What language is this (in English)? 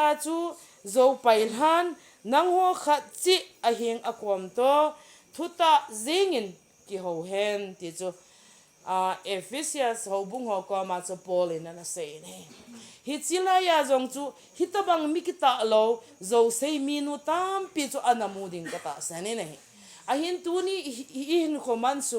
Thado Chin